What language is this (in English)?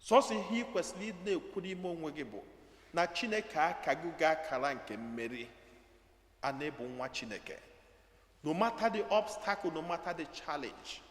Igbo